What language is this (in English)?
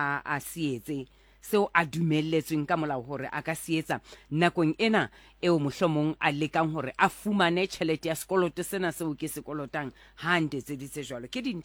Southern Sotho